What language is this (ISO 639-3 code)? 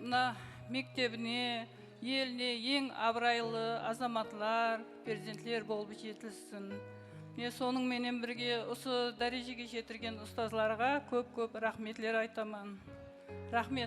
kaa